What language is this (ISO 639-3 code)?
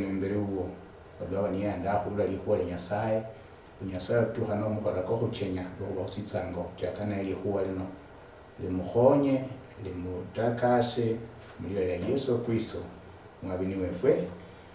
luy